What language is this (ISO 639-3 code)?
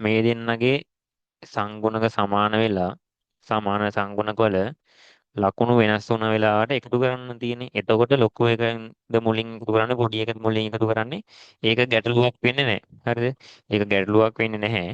sin